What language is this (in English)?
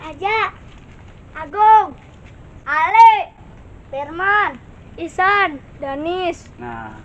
Betawi